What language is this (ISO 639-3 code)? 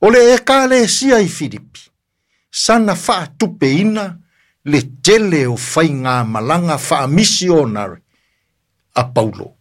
smo